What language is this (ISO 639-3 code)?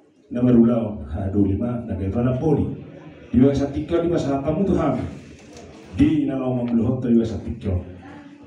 bbc